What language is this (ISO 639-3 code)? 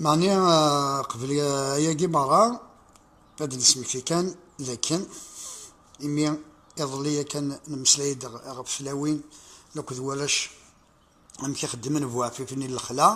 kab